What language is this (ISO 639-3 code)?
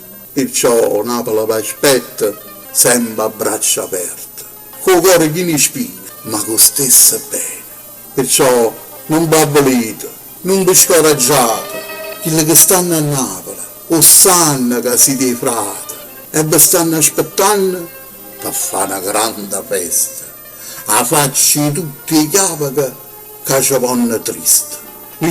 nap